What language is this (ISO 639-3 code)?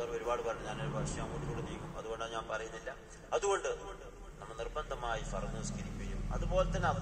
mal